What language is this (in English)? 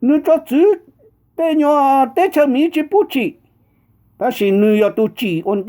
Hmong